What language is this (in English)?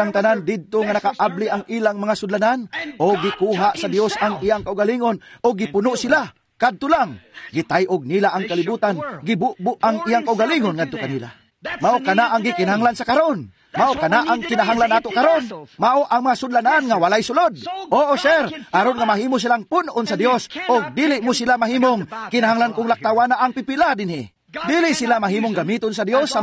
Cebuano